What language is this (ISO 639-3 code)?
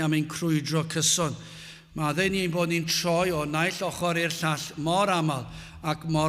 cym